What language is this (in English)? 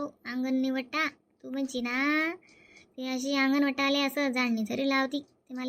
Khandesi